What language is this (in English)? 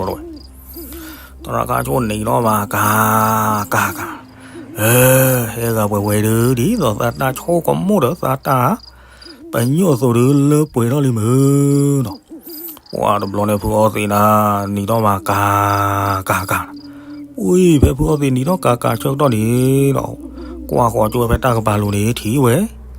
S'gaw Karen